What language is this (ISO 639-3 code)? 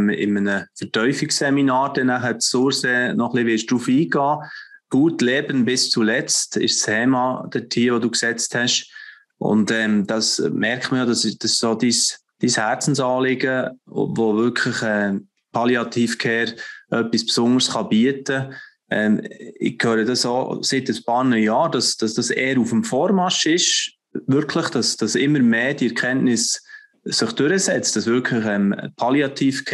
gsw